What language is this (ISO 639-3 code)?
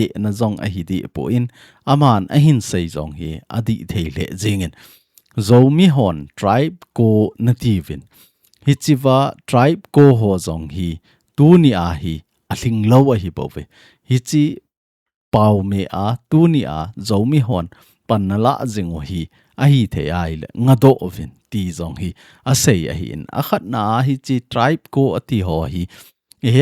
tcz